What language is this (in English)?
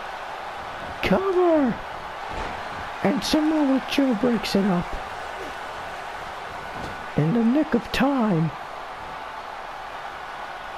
English